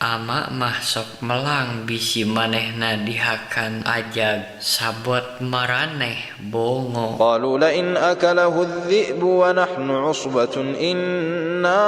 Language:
Sundanese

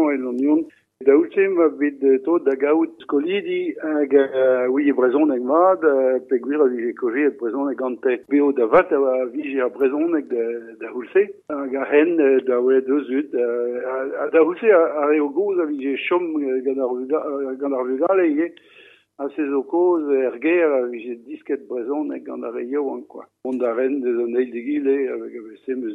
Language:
Breton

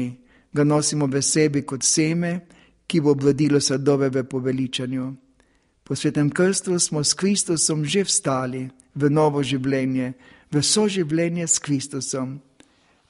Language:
Slovenian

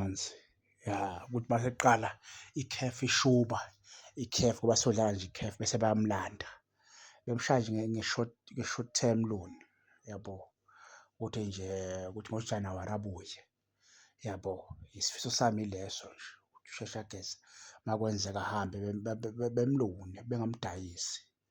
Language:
Zulu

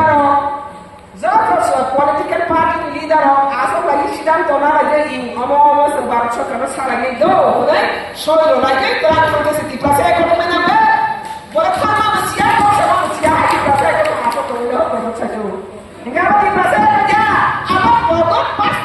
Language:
Kok Borok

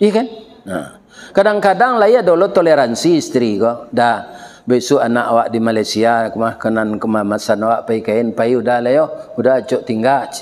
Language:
Minangkabau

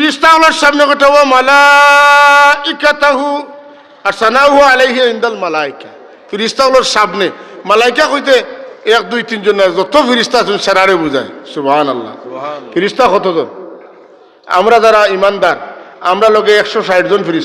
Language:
Sylheti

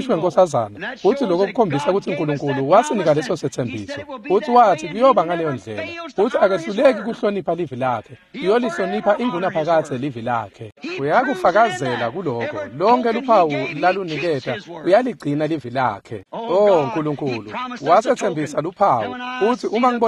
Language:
Swati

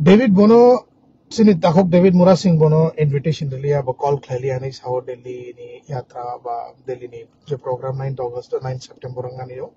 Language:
Kok Borok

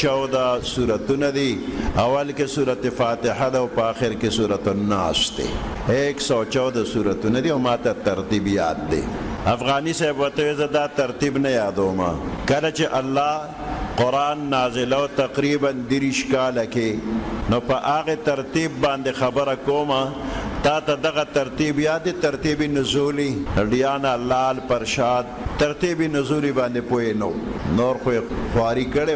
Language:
Pashto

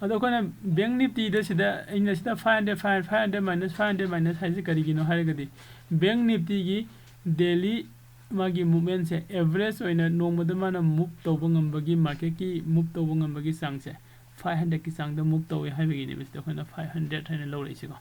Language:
Manipuri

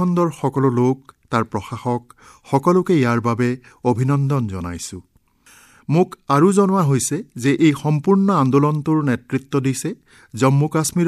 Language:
Assamese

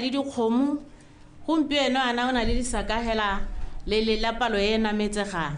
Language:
Tswana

